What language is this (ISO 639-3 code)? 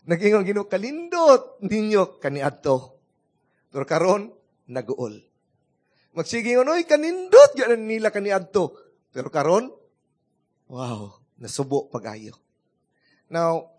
ceb